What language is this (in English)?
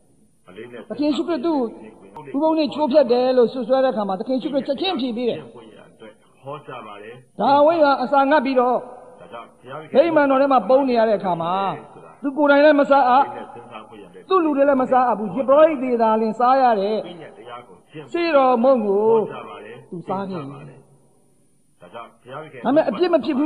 Burmese